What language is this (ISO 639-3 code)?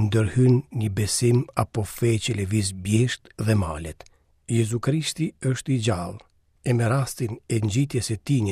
sqi